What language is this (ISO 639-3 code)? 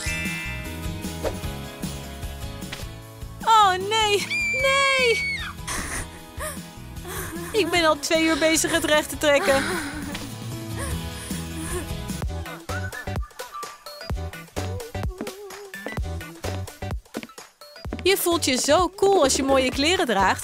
nld